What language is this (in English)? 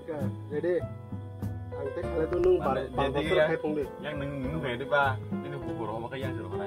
Kok Borok